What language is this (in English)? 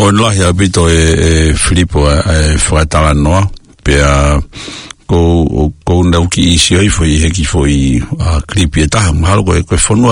Tongan